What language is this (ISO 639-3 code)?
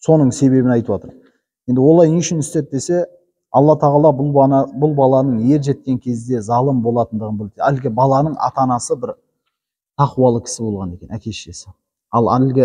kaz